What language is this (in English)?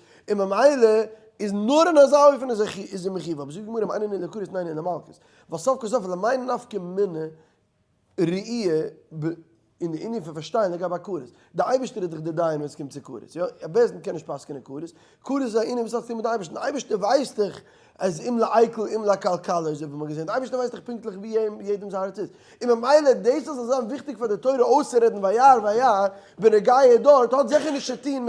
Yiddish